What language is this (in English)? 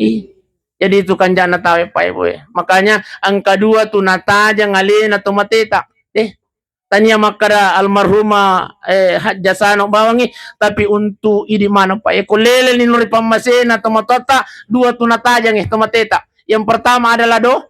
Buginese